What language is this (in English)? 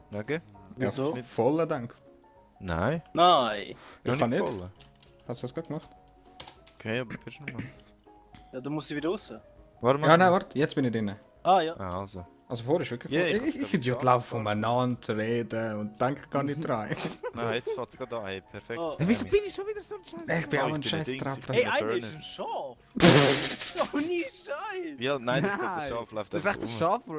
Swiss German